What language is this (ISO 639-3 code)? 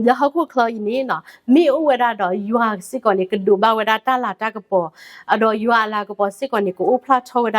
ksw